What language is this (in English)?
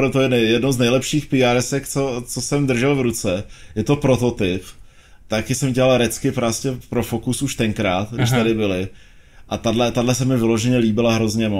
Czech